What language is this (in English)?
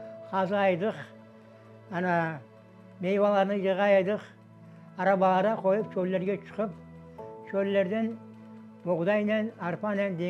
Crimean Tatar